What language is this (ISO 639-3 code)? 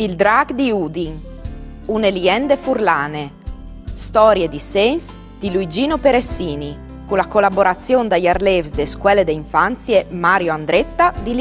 fur